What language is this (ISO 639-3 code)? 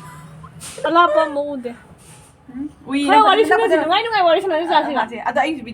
mni